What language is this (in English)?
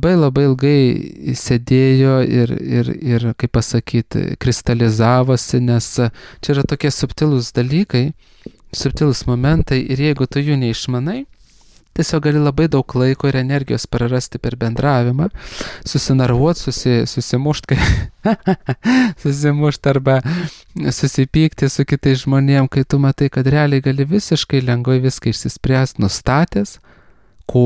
Lithuanian